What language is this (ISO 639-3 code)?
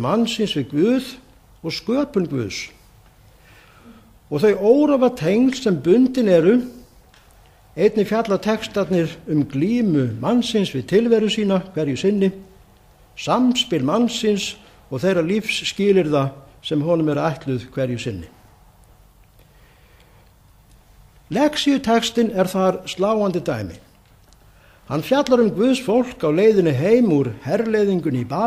isl